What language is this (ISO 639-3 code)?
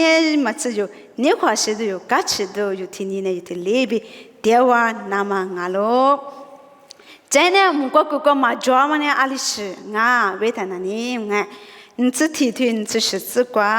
lis